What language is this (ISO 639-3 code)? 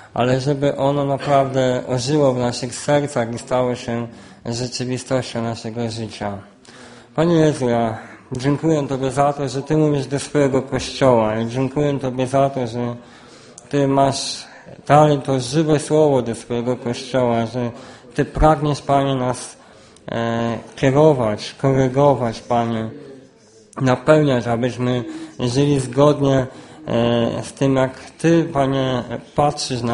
pol